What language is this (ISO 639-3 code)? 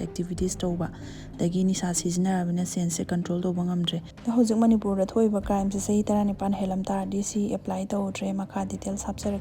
mni